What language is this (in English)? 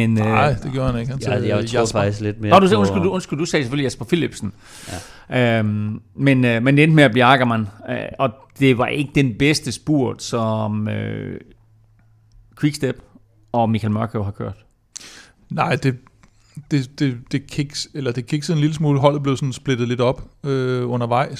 Danish